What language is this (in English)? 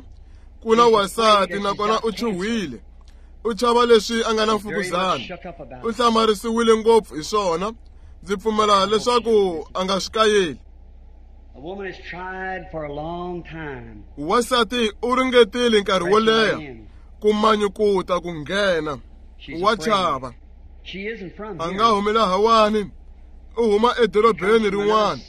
Tsonga